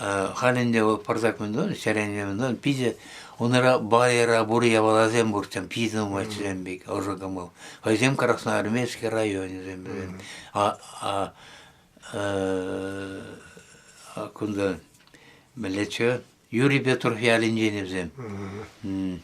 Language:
Chuvash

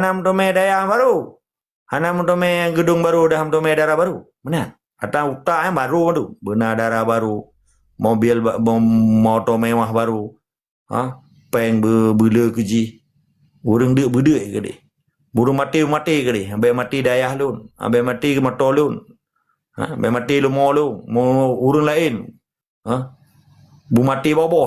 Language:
Achinese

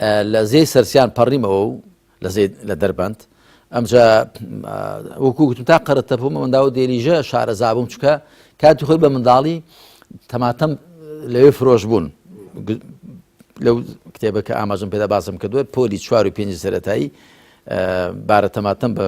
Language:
Central Kurdish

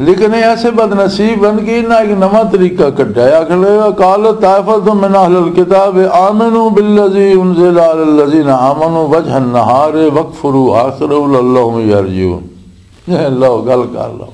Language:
Western Panjabi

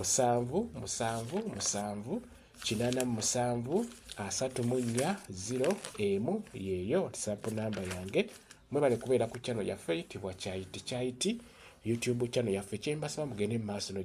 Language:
Ganda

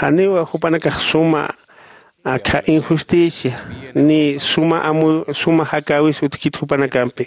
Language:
Aymara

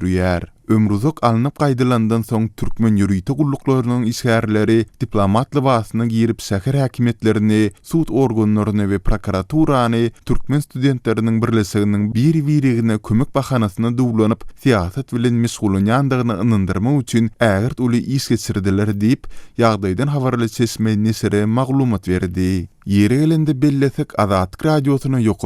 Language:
Turkmen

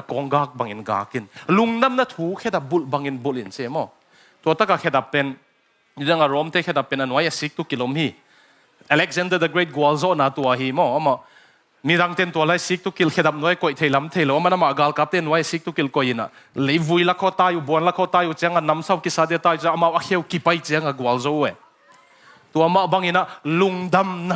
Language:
Tedim Chin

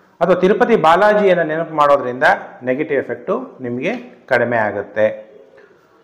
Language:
Kannada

